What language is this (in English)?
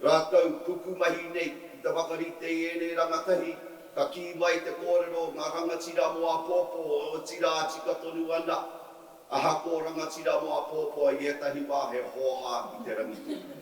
Māori